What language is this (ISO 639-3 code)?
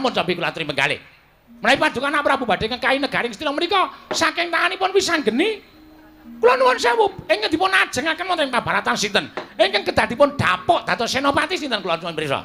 jav